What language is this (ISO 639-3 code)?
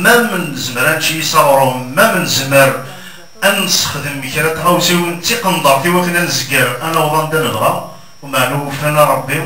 kab